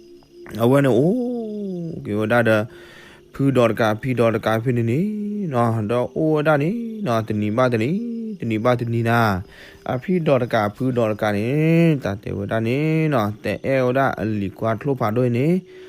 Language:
S'gaw Karen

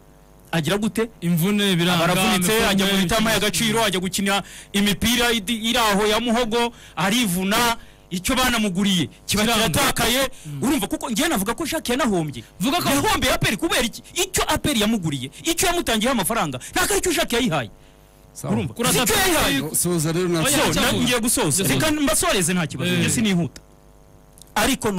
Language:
Kinyarwanda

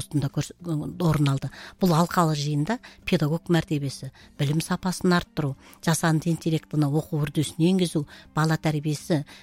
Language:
Kazakh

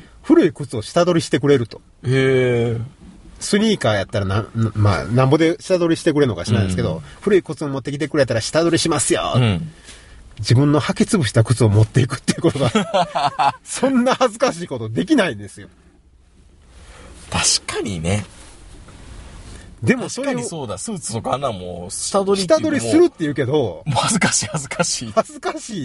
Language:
Japanese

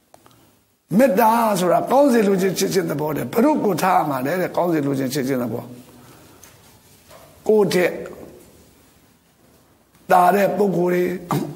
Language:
Burmese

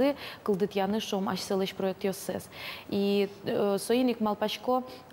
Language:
Udmurt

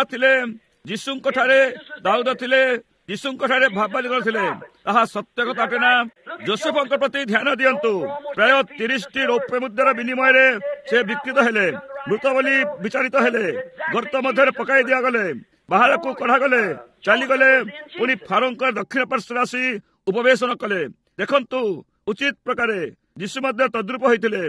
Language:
Odia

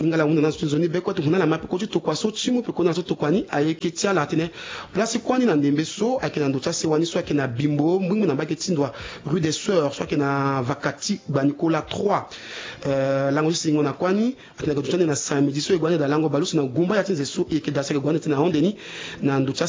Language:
Sango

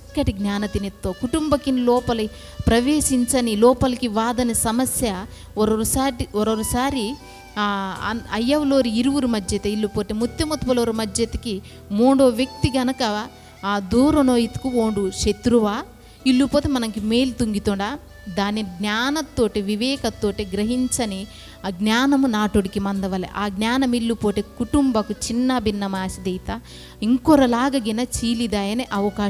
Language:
Koya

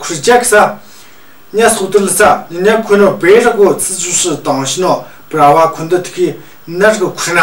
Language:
Tu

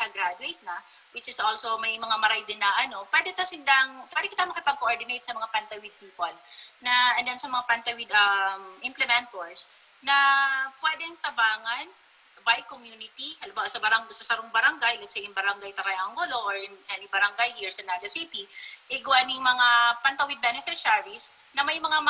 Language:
Bikol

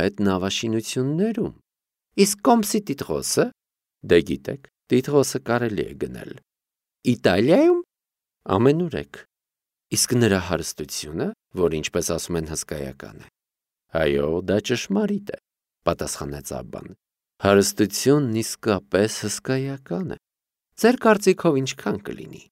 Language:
Armenian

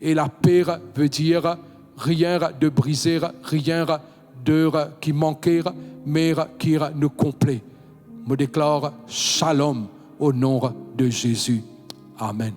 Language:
Morisyen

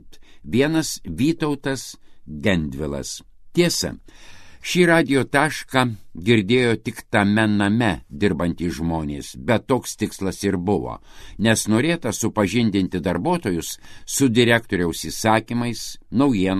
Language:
Lithuanian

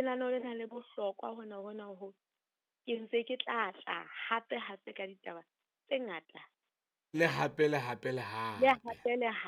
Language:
Southern Sotho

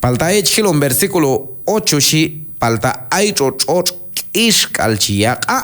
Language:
Q'anjob'al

